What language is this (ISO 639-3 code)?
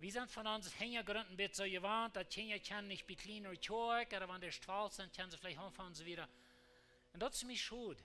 pdt